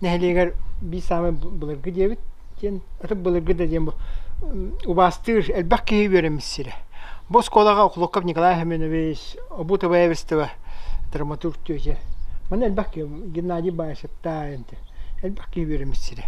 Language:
Yakut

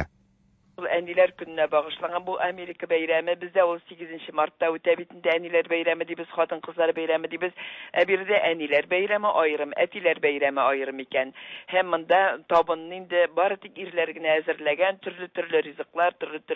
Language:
Tatar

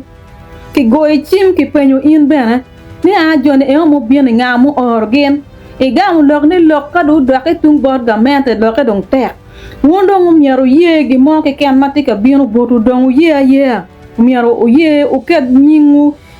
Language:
Acoli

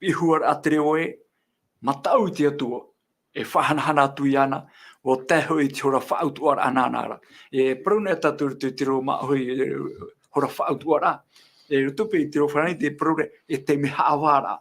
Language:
Tahitian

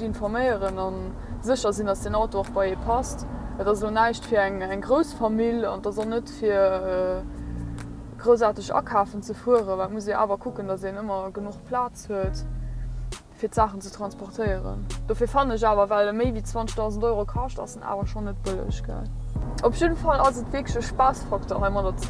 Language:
Luxembourgish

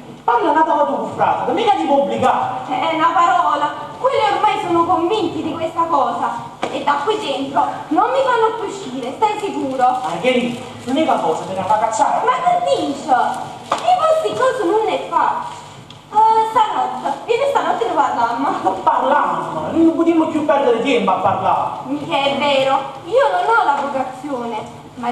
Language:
Neapolitan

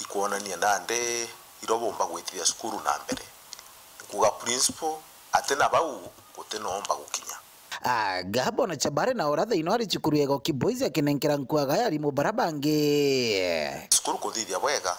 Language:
Meru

